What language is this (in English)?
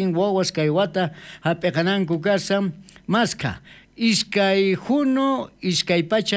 South Bolivian Quechua